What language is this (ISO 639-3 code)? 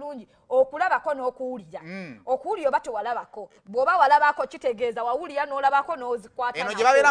lug